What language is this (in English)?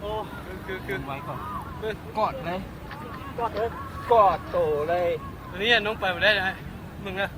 Lao